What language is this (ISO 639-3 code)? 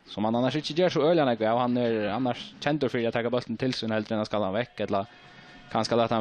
fao